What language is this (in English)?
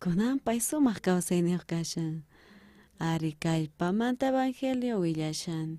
South Bolivian Quechua